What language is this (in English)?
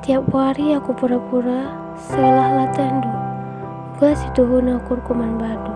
Batak Karo